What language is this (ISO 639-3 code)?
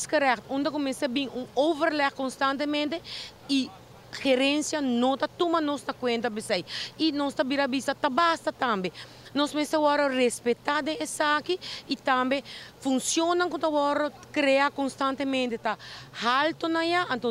pap